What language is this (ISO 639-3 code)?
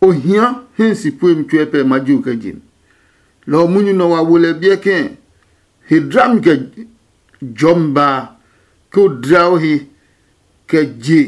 ada